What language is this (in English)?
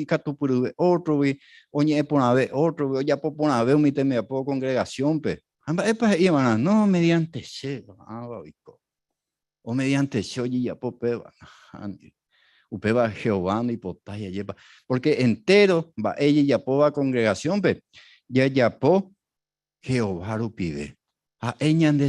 Guarani